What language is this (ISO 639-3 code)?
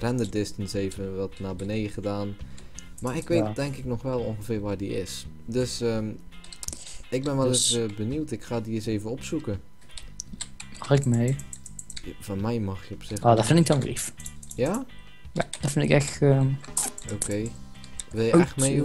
nld